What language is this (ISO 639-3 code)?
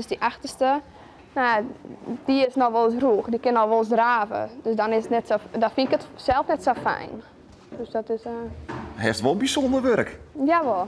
fry